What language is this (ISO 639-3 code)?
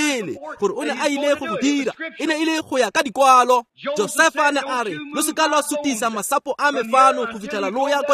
tsn